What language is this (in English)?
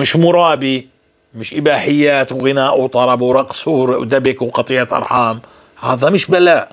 North Levantine Arabic